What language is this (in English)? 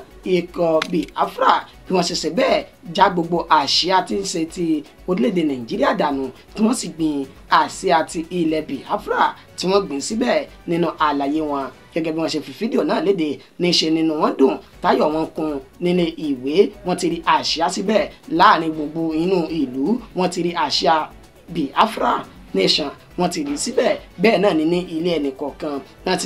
Yoruba